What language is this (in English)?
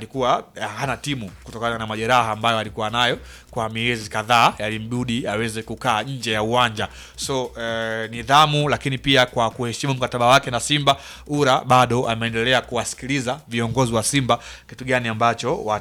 Swahili